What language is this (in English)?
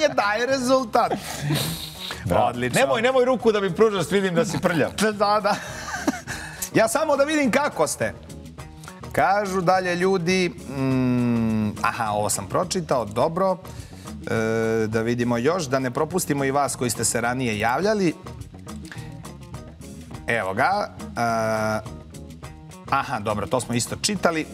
Serbian